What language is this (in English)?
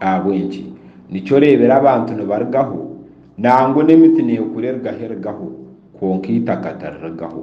Nyankole